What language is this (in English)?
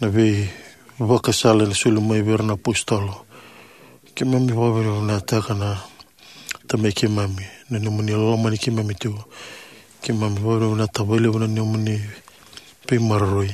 Fijian